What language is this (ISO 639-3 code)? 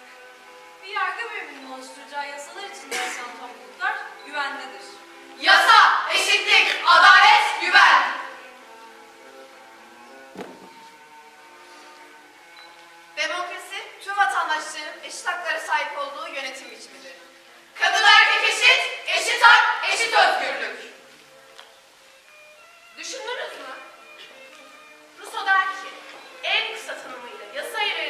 tur